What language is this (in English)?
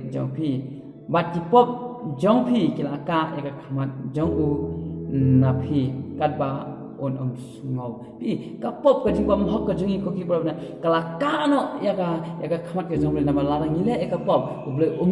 Khasi